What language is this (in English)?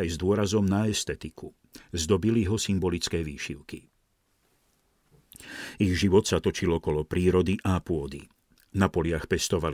Slovak